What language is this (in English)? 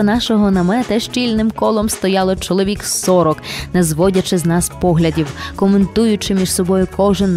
Ukrainian